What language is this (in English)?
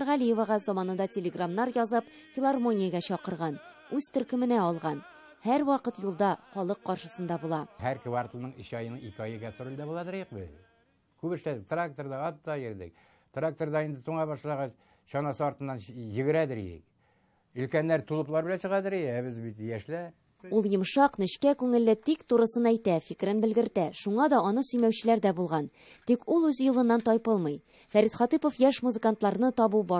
Tatar